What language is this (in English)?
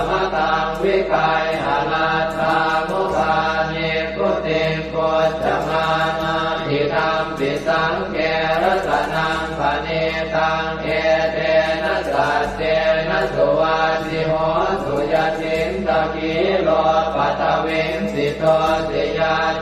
Pali